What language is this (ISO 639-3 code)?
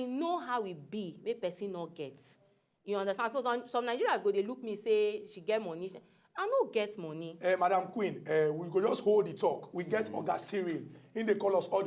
pcm